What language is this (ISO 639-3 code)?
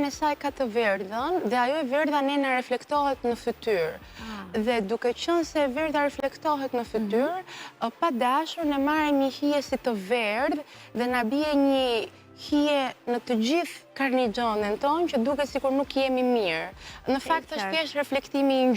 sqi